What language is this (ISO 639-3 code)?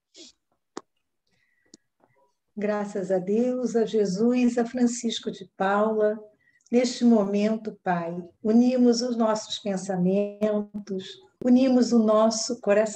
por